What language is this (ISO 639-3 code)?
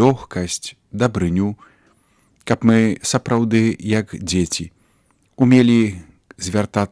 bel